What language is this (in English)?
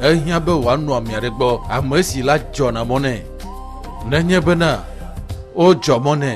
Ewe